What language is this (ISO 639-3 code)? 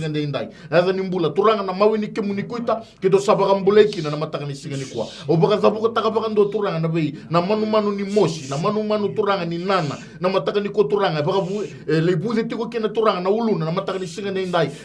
fij